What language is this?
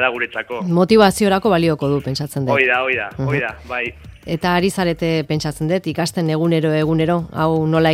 Basque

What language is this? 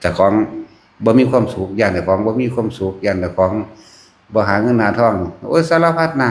Northeastern Thai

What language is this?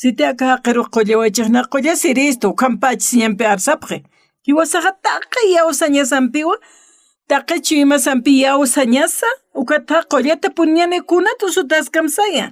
Aymara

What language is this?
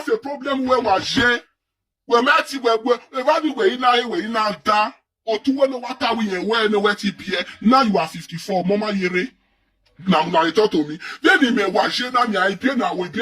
Nigerian Pidgin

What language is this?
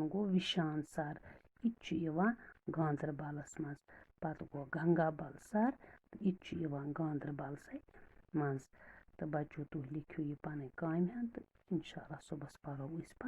Kashmiri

